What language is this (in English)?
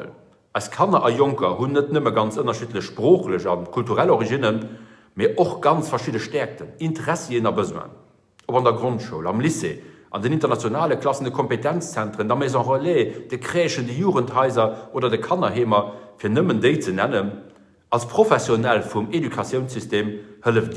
Luxembourgish